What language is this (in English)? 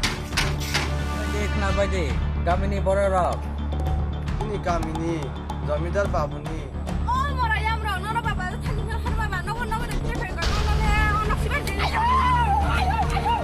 Kok Borok